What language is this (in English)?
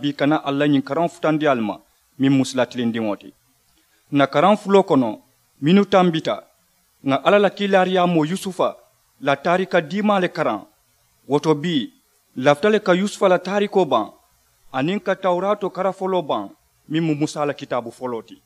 Mandingo